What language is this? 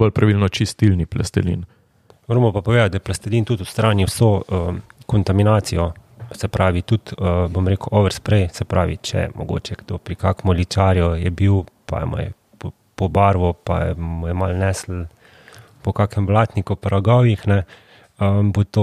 Slovenian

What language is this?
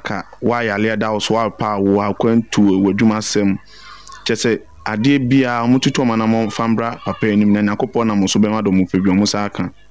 Akan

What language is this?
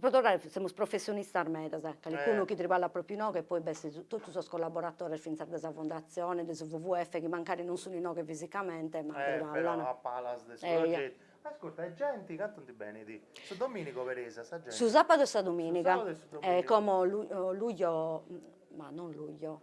Sardinian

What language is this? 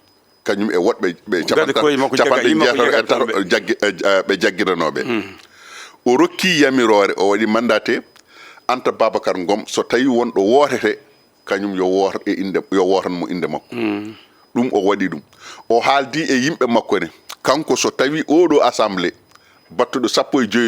Fula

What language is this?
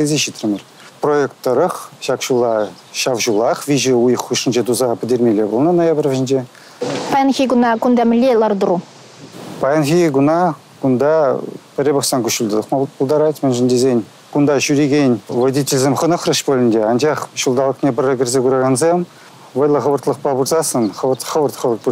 Chuvash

